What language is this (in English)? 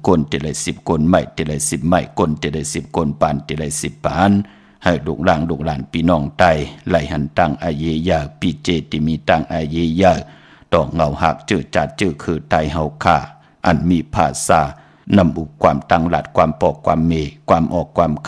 Shan